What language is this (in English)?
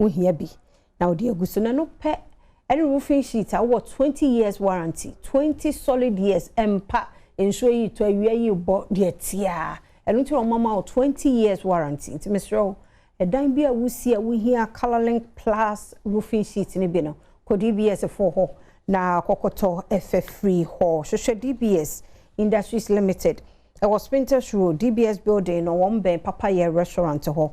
Akan